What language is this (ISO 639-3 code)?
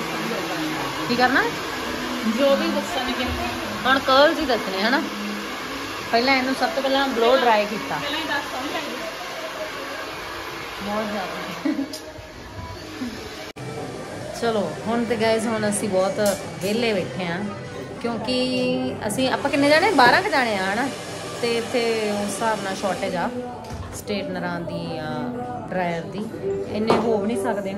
pan